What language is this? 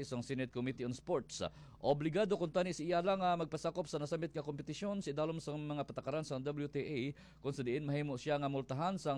Hiligaynon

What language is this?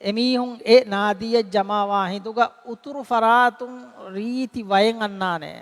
Divehi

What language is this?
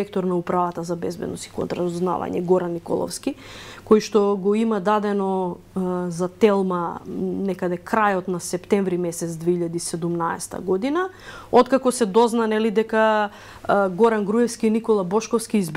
Macedonian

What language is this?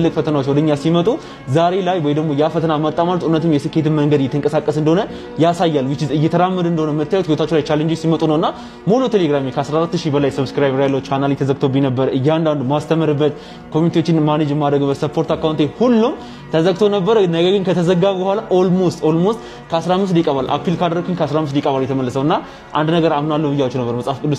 Amharic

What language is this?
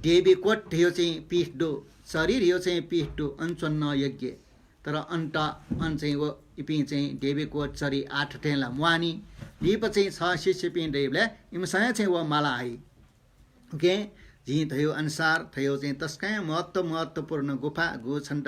Newari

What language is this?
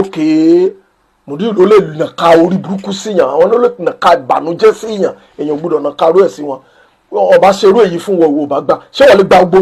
Yoruba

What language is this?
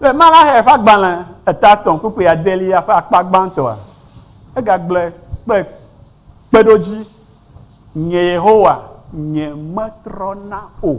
Ewe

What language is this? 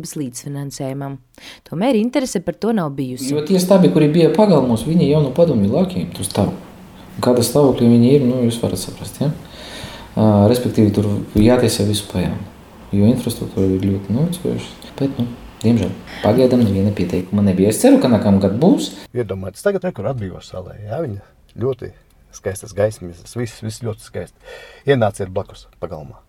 Latvian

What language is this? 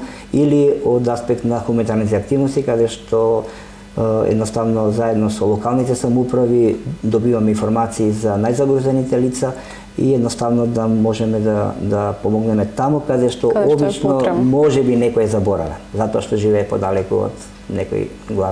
Macedonian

